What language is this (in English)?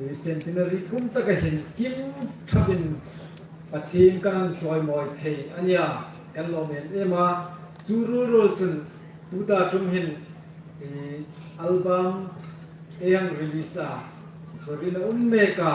Hmar